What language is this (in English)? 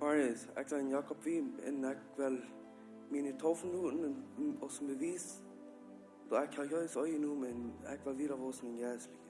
Plautdietsch